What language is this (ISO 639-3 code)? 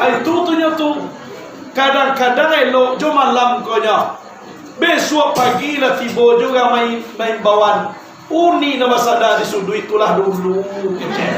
min